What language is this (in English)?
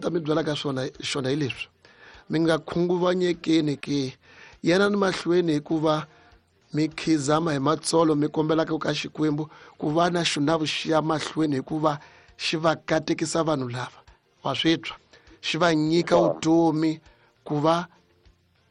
Tsonga